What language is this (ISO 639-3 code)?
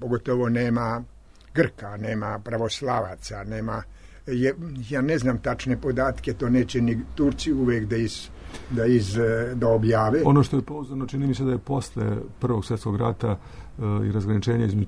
srp